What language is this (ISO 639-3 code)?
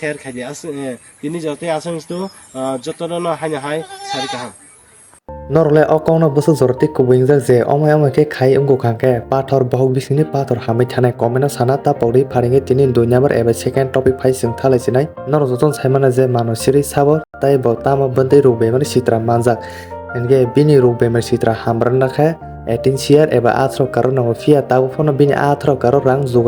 trp